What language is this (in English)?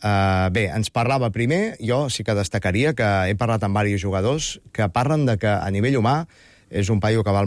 Catalan